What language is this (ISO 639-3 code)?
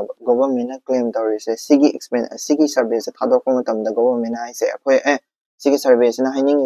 mni